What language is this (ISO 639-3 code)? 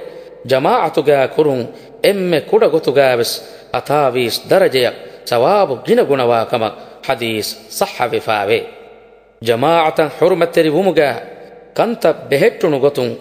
div